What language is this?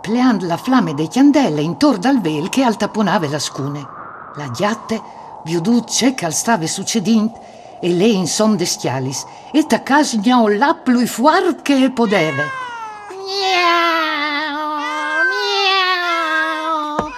Friulian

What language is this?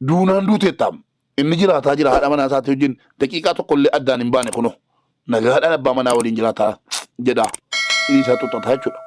Oromo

